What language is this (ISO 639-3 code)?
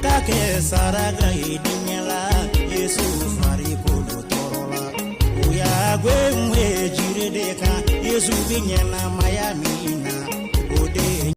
bam